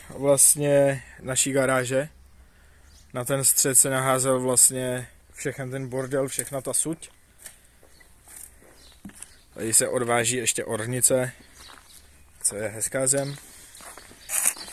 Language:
Czech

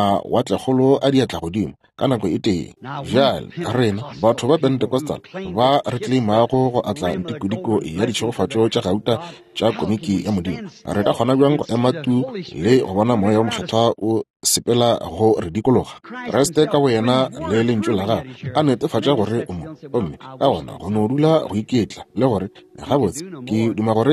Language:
Northern Sotho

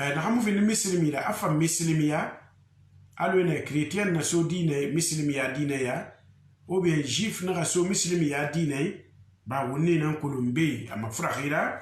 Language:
Susu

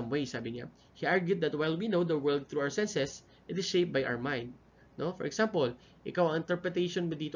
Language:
Filipino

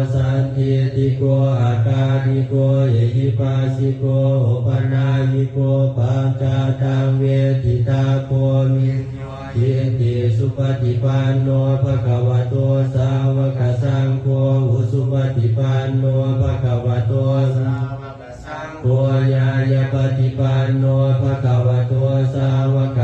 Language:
Pali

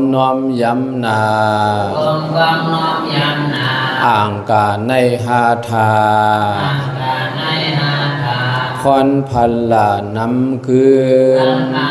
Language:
Shan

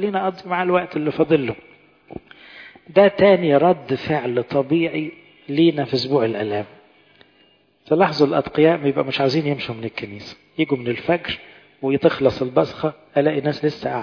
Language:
Egyptian Arabic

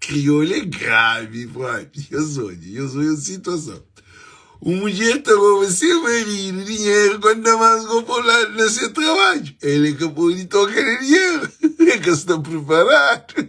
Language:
Kabuverdianu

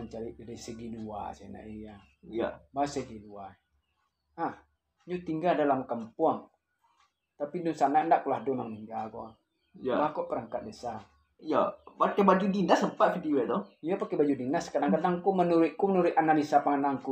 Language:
Minangkabau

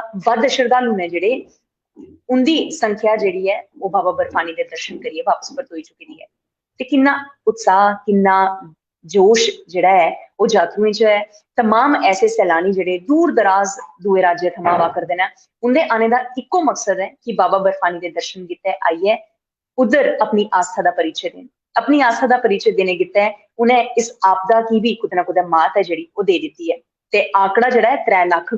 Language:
Dogri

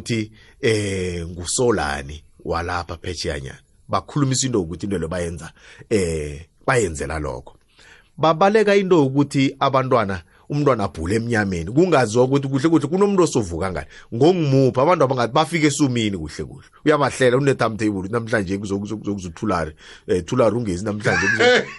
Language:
South Ndebele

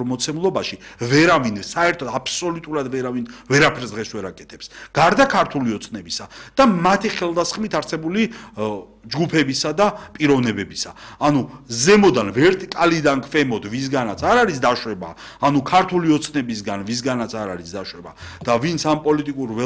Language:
Georgian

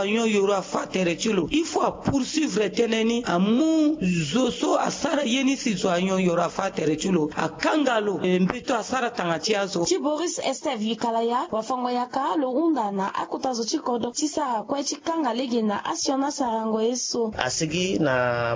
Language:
Sango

